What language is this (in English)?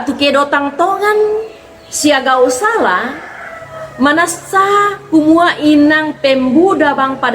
Toraja-Sa'dan